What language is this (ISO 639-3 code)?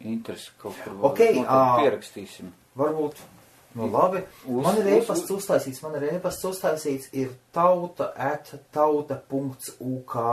lav